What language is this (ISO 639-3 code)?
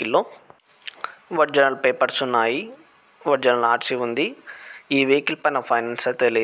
tel